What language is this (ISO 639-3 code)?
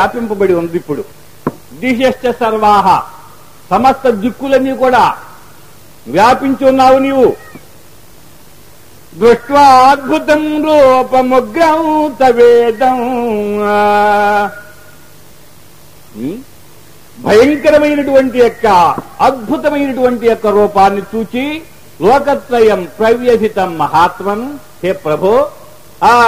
tel